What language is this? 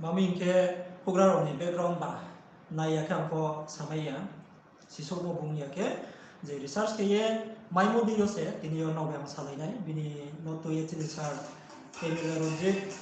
Riang (India)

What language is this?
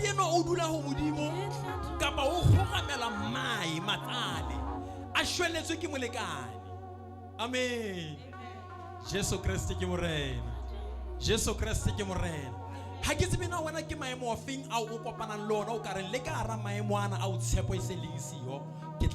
Southern Sotho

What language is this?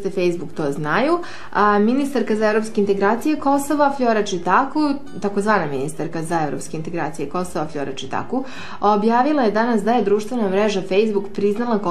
Serbian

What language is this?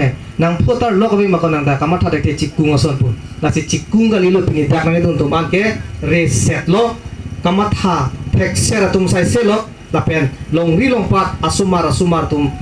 Karbi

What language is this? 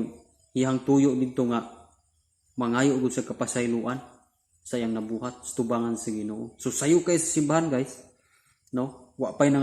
Cebuano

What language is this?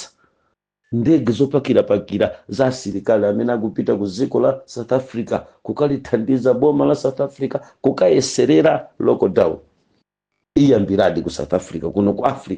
Nyanja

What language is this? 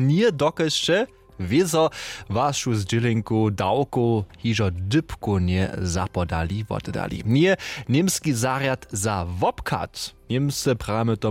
Upper Sorbian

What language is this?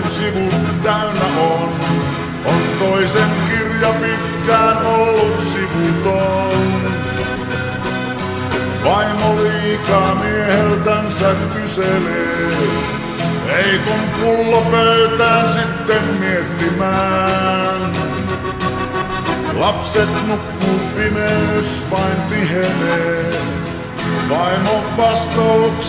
Finnish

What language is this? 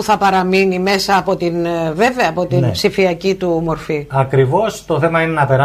Greek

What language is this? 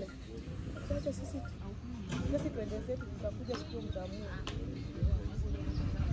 Swahili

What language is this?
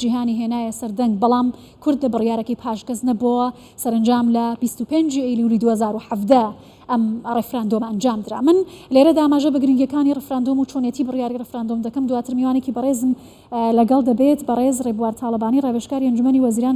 Central Kurdish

